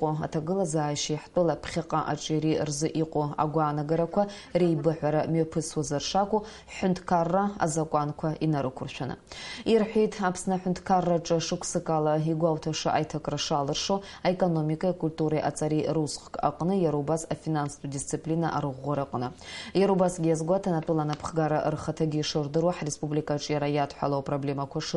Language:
Abkhazian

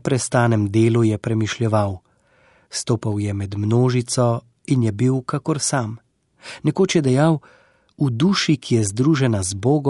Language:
Slovenian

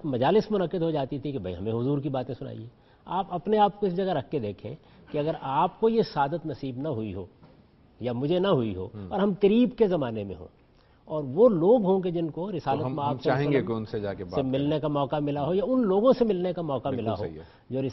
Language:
Urdu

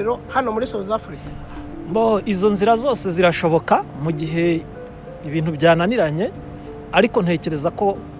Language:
Kinyarwanda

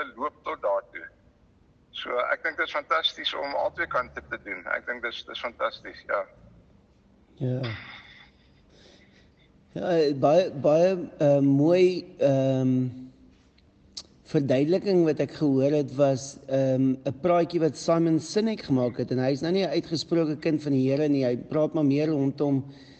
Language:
Afrikaans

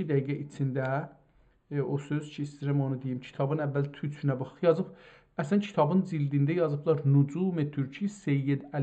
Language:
South Azerbaijani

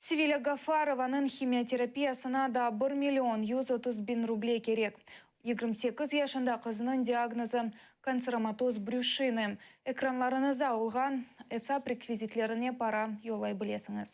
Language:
Crimean Tatar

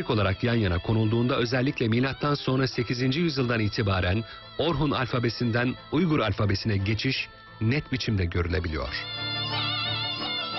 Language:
Turkish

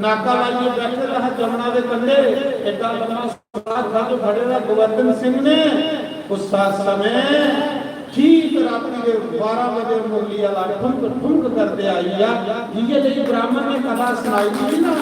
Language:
Dogri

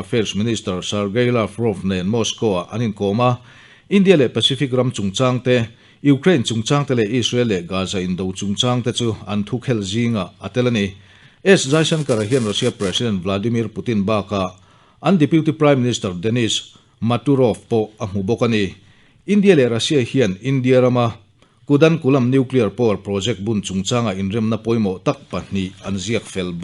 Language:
Mizo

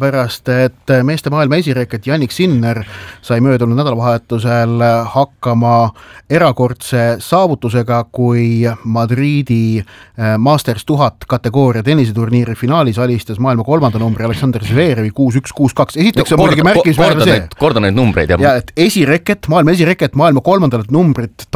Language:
Estonian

